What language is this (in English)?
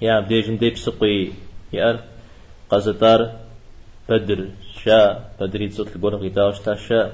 Kabardian